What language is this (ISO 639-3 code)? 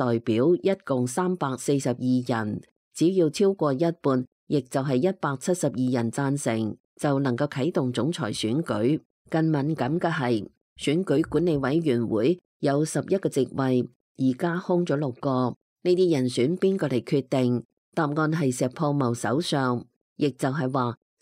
yue